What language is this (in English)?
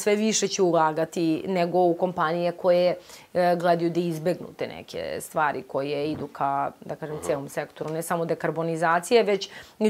Serbian